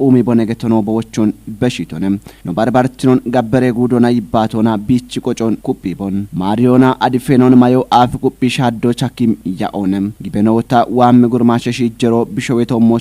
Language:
Kafa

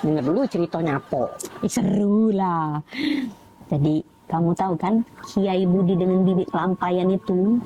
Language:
Musi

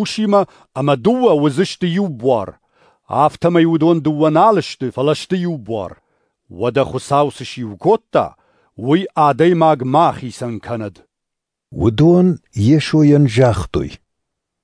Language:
Ossetic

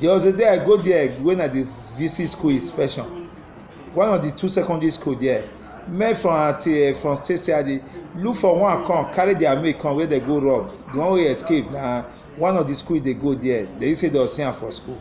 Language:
Nigerian Pidgin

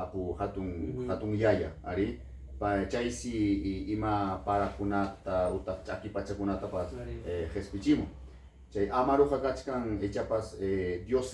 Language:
Ayacucho Quechua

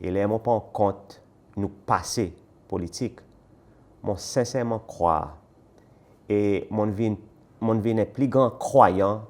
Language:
Seselwa Creole French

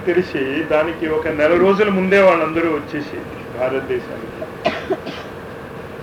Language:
Telugu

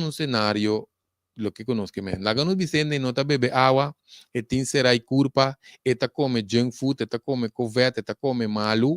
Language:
Papiamento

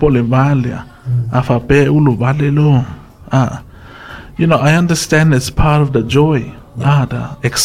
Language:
Samoan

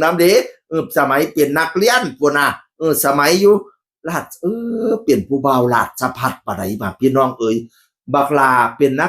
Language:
Northeastern Thai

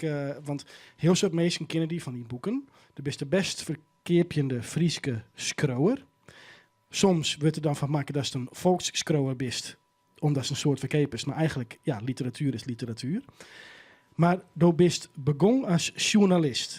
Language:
Western Frisian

